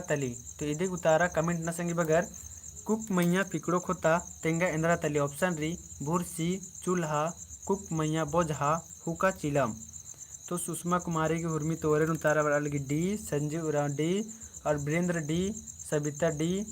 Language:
Kurukh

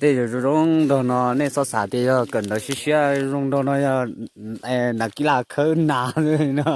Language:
Hmong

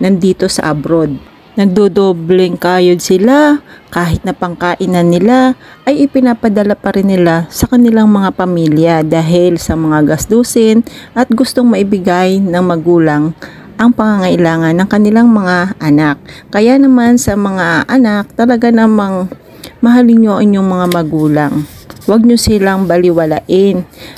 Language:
Filipino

